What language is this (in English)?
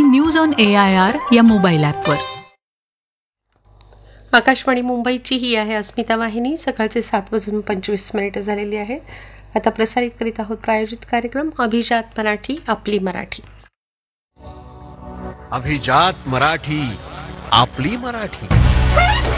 Marathi